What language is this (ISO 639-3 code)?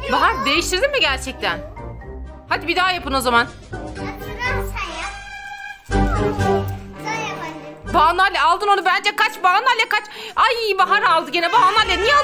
tur